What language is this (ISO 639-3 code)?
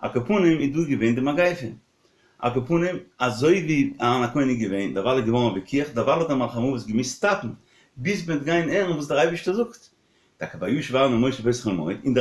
yid